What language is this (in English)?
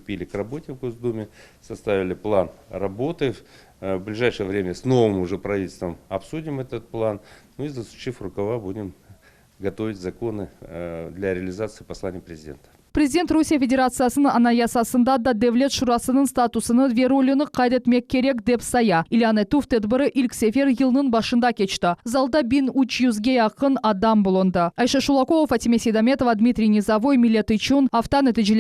Crimean Tatar